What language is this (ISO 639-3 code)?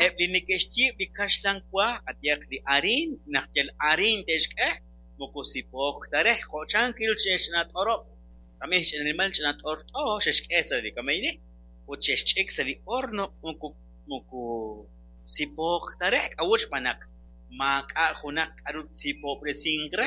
kek